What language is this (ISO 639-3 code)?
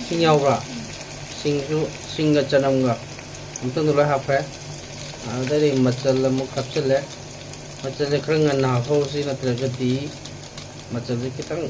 mni